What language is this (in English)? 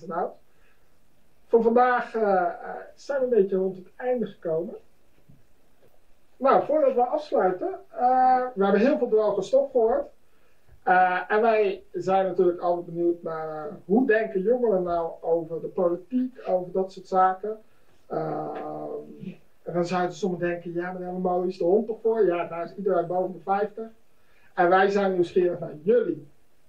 Dutch